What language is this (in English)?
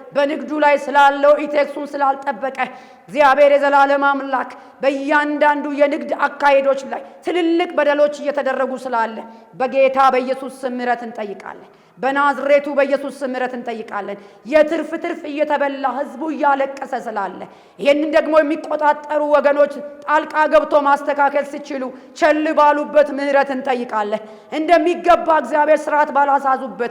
Amharic